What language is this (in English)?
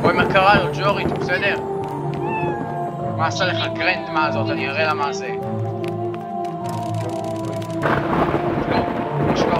Hebrew